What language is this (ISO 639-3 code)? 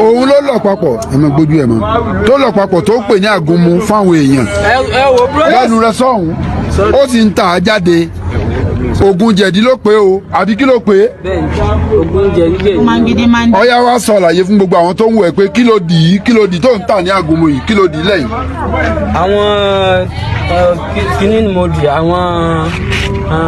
yor